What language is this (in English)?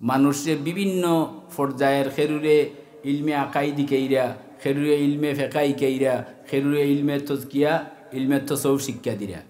Sylheti